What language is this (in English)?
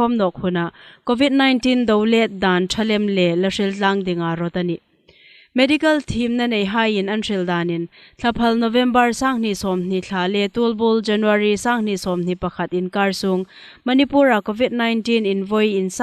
Hmar